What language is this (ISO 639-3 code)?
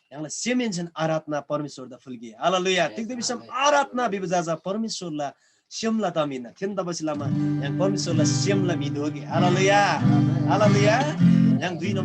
taj